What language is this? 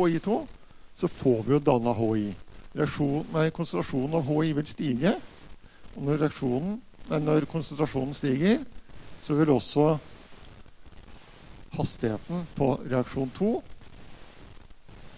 Norwegian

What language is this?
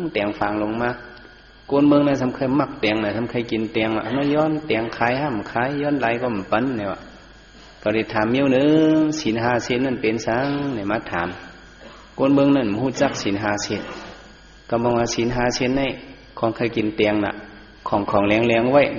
Shan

